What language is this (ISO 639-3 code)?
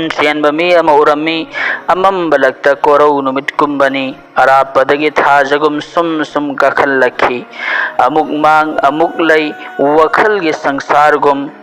mni